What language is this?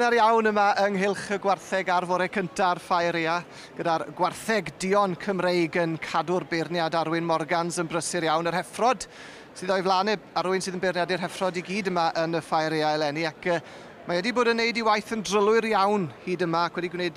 Welsh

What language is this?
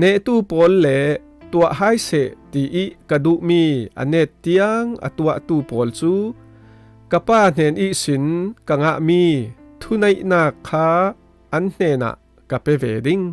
Falam Chin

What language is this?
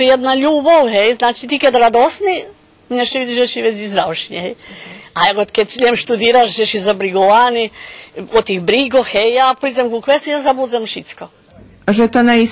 Rusyn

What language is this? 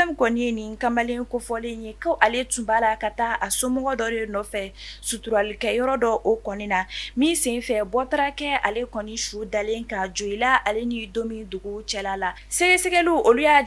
Bambara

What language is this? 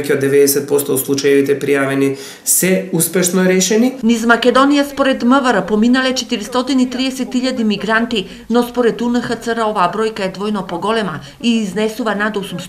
Macedonian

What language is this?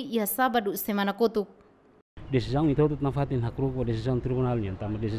Tetum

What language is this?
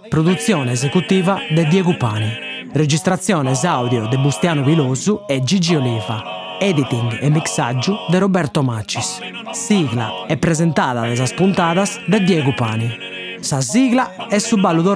Sardinian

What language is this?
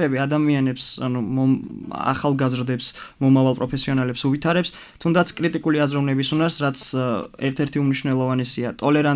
Georgian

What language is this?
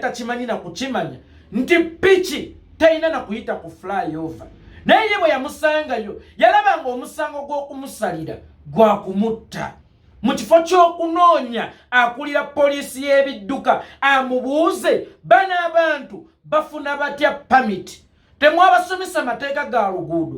Ganda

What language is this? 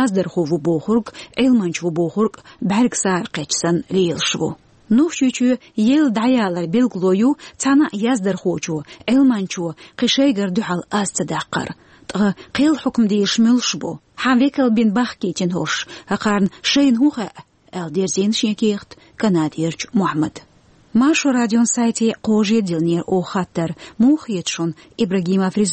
Chechen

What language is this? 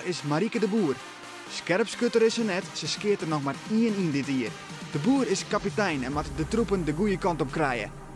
Western Frisian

